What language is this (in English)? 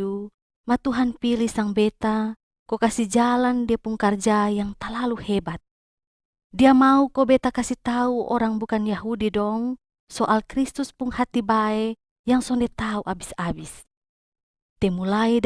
Kupang Malay